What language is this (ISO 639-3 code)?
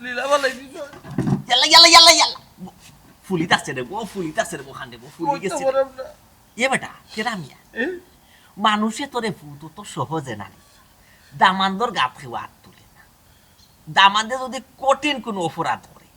syl